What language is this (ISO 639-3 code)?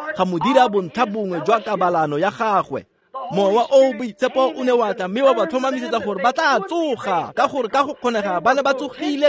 tsn